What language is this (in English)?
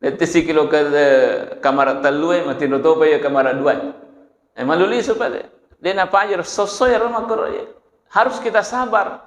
Buginese